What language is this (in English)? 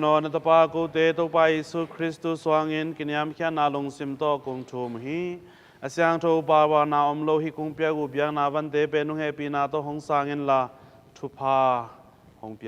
Tedim Chin